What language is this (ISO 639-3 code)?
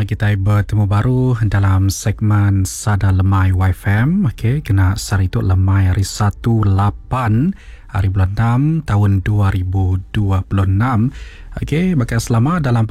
iba